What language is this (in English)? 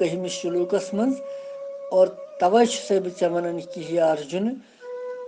Kashmiri